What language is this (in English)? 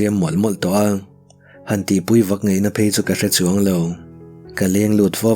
Mizo